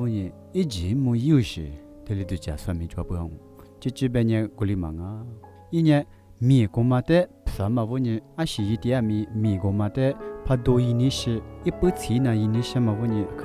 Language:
Lisu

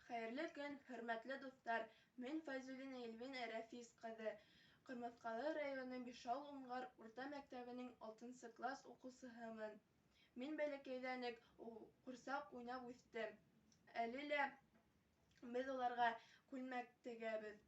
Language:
Bashkir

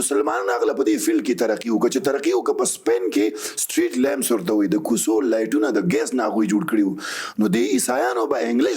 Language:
Pashto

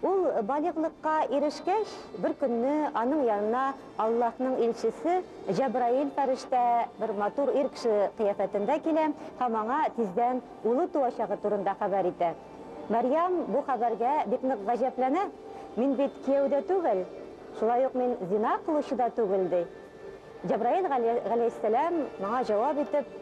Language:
Tatar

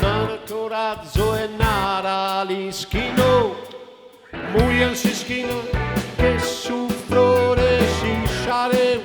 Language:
Sardinian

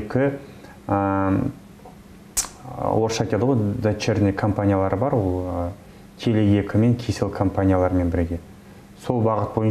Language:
Kazakh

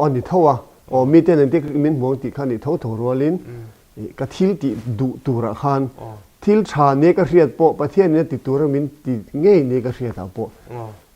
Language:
Mizo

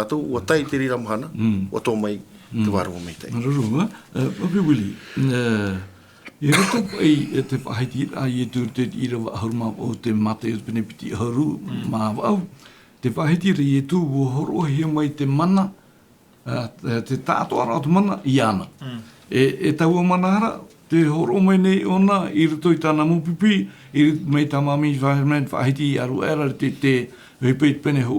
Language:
Tahitian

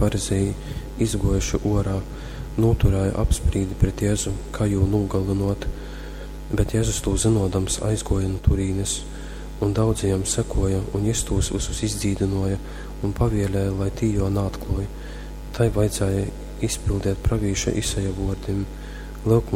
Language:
Latgalian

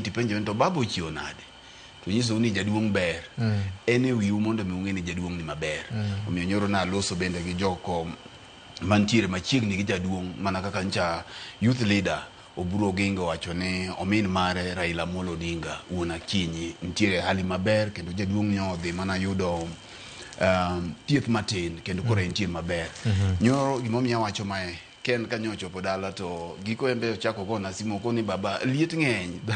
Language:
Luo (Kenya and Tanzania)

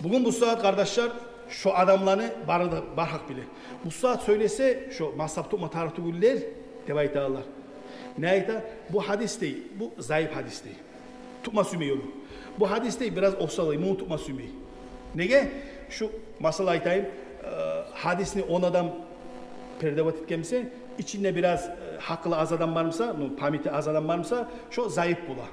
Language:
Kumyk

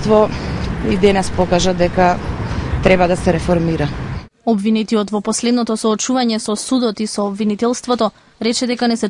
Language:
Macedonian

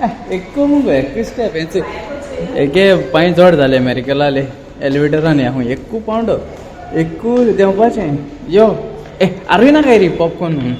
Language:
Konkani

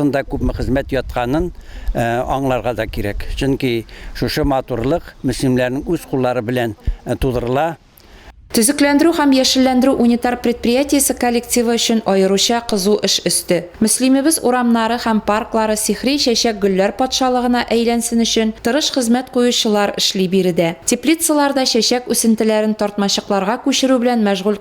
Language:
Tatar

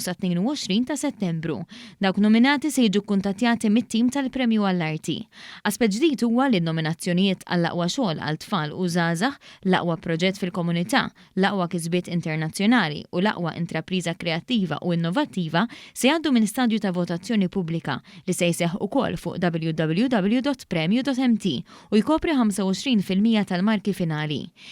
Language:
Maltese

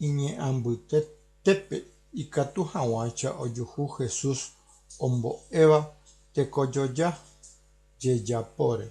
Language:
Guarani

